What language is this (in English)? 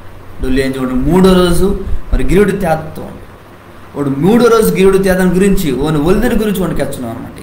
Koya